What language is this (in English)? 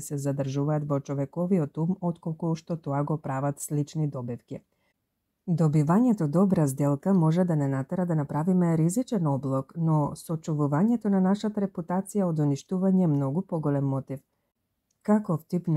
Macedonian